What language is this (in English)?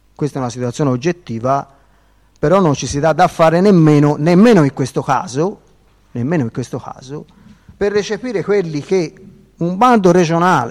Italian